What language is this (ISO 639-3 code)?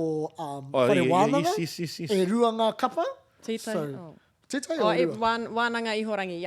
mri